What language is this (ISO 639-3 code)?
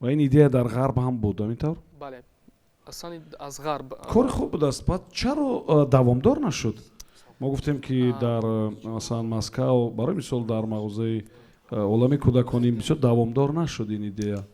tgk